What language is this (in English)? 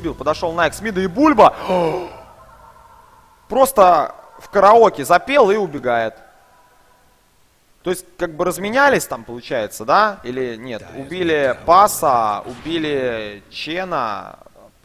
Russian